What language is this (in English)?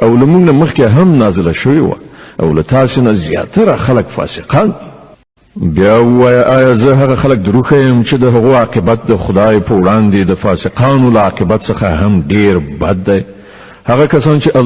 Pashto